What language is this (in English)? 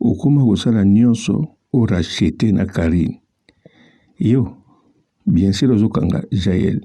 Lingala